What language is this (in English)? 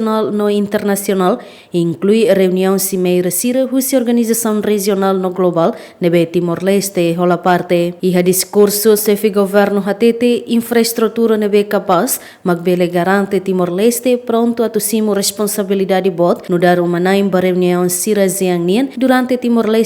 Tetum